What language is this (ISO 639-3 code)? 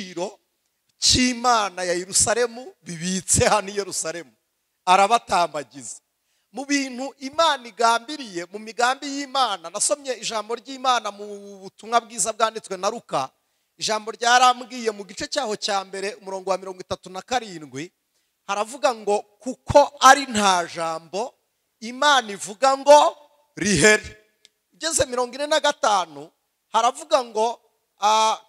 kin